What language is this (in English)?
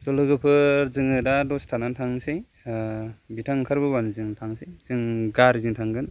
Bodo